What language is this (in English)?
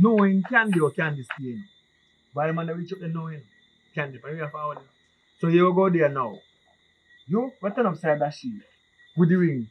Jamaican Creole English